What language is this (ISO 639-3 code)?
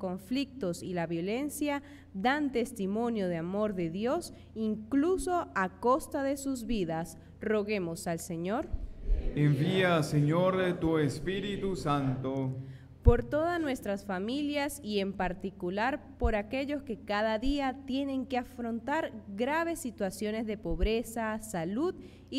spa